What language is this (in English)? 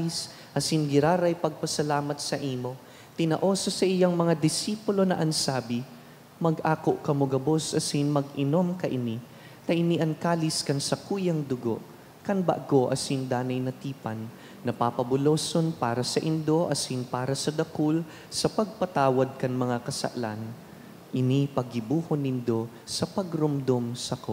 Bikol